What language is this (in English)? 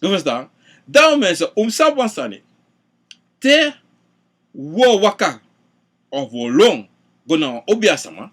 Sranan Tongo